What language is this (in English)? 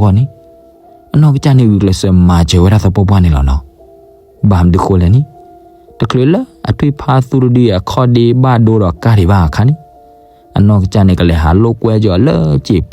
S'gaw Karen